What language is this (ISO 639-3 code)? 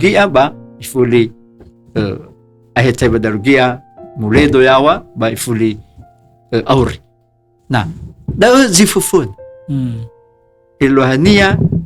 nia